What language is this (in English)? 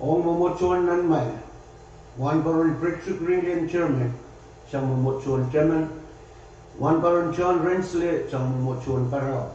Pohnpeian